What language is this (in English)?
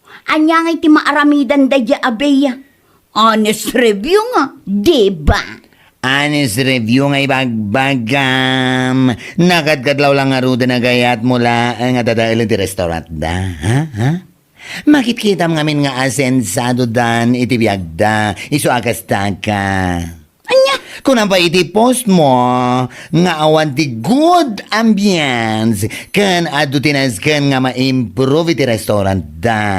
Iloko